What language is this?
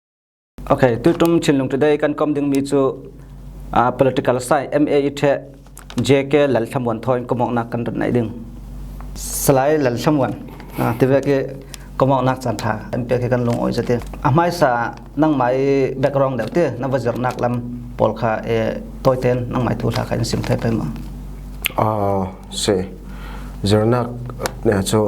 Falam Chin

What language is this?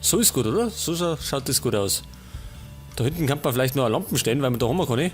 Bavarian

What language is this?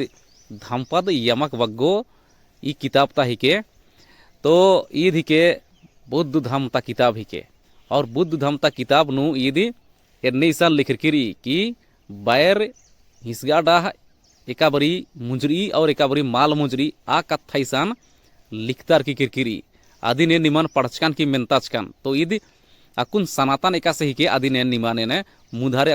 Kurukh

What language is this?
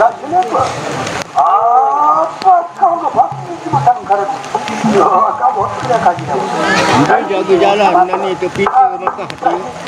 Sasak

